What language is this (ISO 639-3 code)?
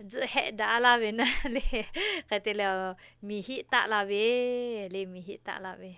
lhu